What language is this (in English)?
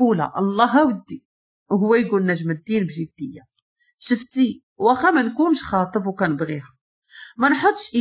Moroccan Arabic